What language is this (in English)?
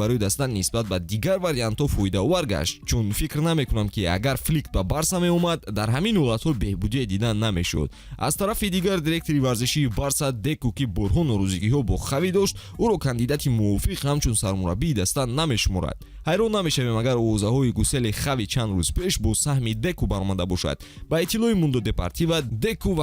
Tajik